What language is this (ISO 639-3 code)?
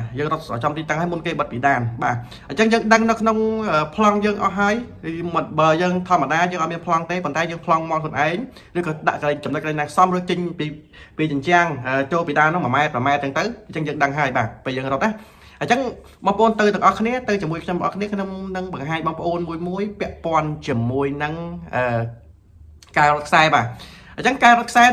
khm